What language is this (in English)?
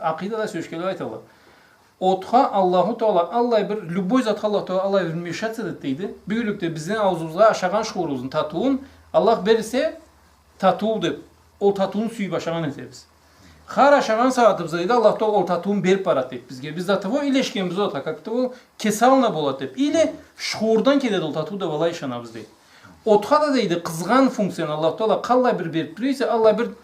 Karachay-Balkar